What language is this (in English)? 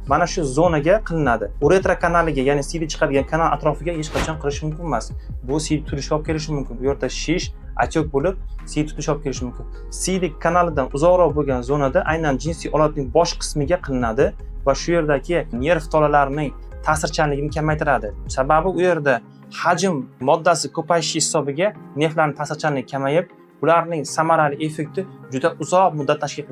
Uzbek